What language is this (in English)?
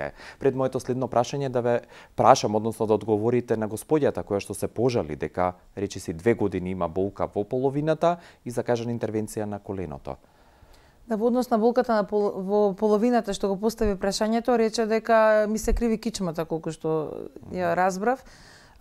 Macedonian